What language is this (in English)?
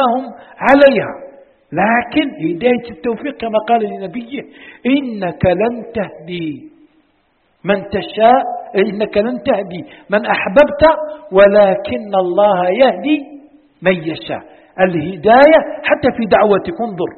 Arabic